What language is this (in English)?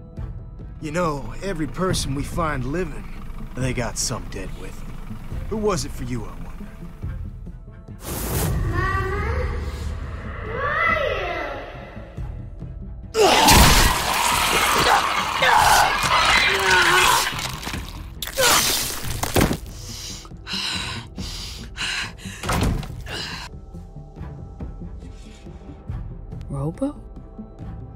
English